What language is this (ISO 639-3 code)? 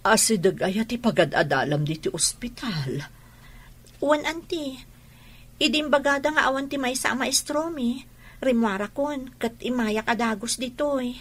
ilo